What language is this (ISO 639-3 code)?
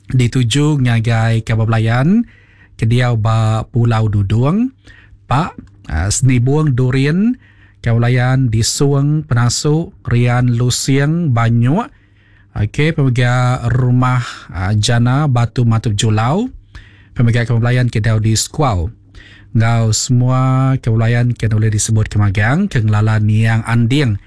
iba